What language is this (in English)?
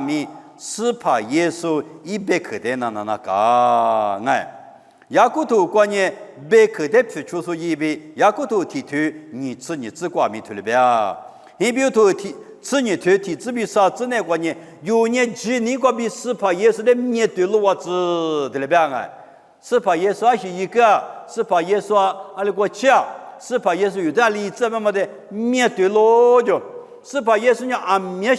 Lisu